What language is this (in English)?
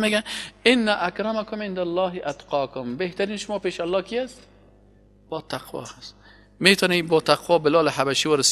Persian